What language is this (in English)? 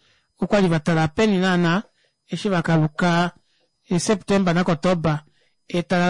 Kuanyama